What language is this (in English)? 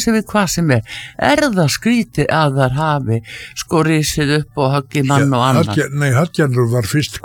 Icelandic